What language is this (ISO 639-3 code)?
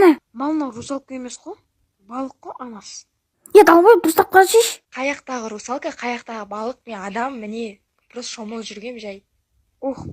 kaz